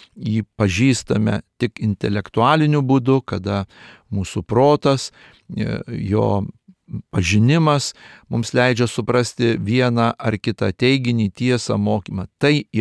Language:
Lithuanian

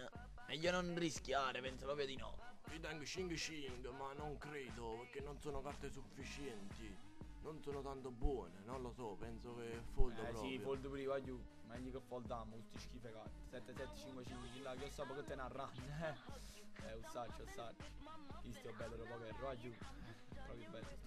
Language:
Neapolitan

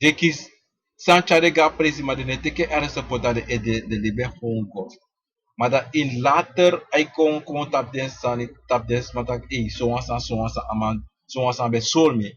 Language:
Sranan Tongo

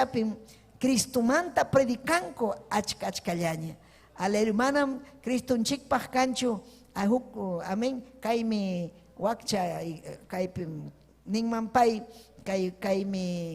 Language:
Ayacucho Quechua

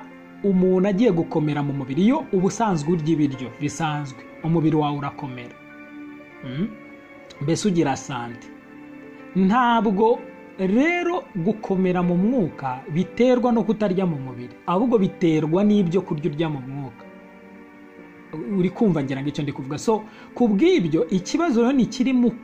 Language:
Kinyarwanda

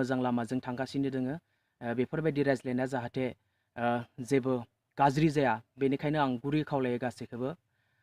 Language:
Bodo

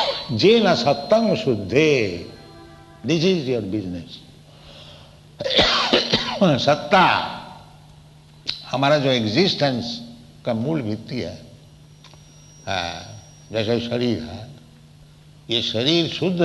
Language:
Hindi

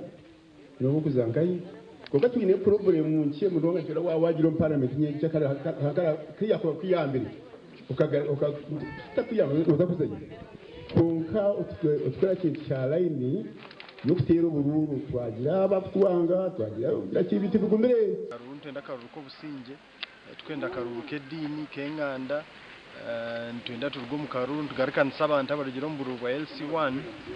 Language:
Nyankole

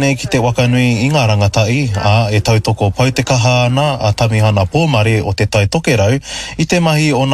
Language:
Māori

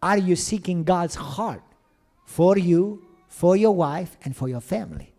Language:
English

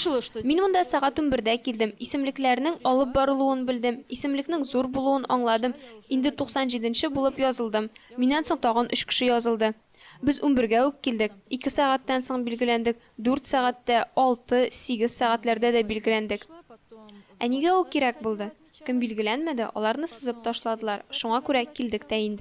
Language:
Tatar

